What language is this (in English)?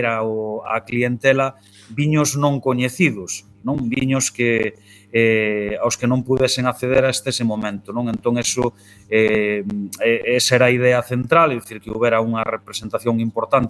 Galician